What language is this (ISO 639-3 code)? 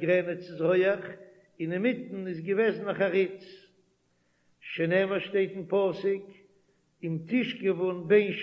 yid